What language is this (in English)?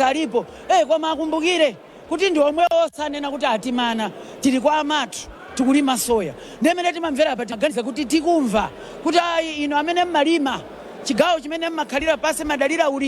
Nyanja